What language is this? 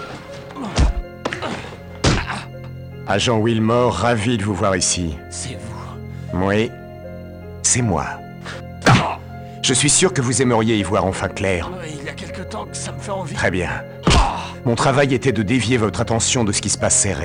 French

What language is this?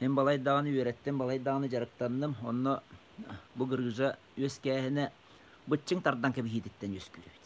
Yakut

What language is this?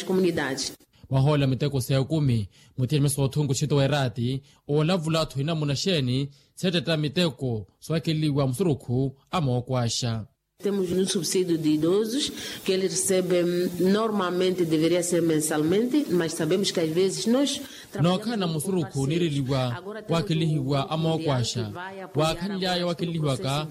Makhuwa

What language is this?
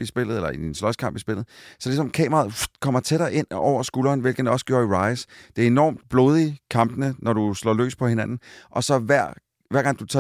Danish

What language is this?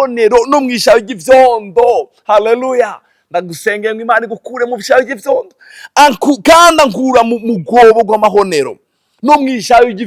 Rundi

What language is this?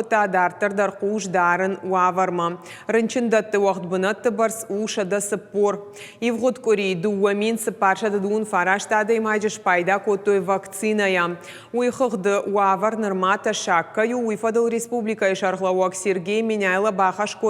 Ossetic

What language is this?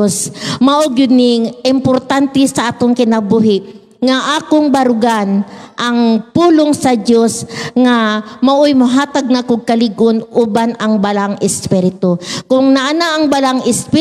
Cebuano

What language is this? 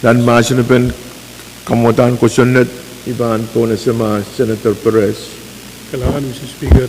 Pohnpeian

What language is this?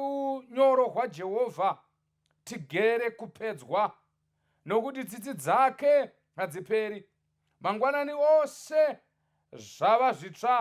Shona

